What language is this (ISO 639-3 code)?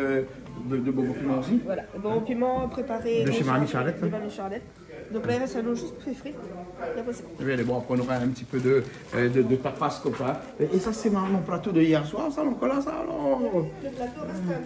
rcf